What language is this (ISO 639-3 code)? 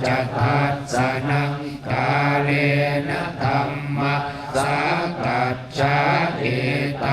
pli